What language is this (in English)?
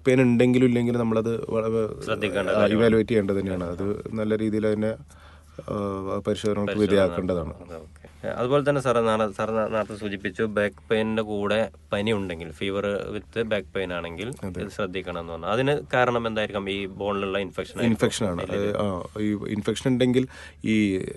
Malayalam